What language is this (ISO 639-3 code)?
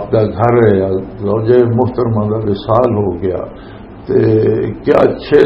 lah